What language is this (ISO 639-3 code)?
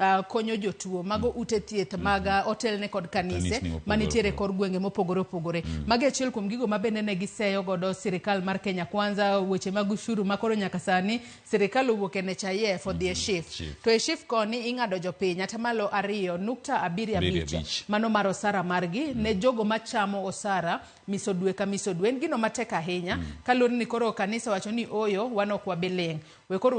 luo